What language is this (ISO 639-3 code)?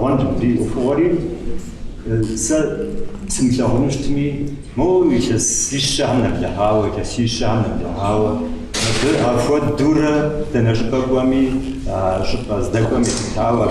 kbd